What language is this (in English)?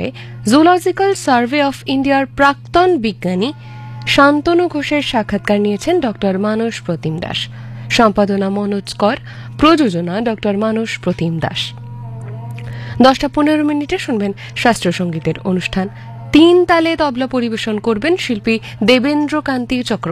Bangla